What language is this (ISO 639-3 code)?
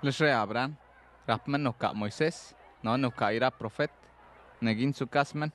slv